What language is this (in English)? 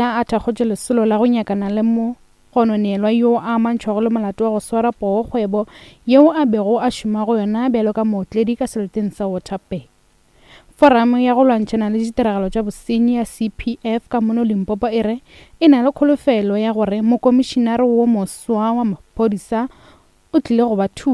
Northern Sotho